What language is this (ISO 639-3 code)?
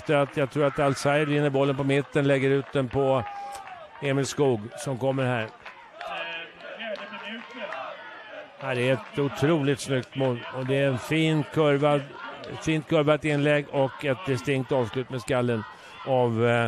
swe